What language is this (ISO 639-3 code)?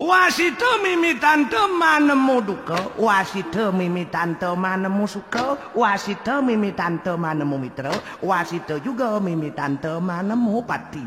ban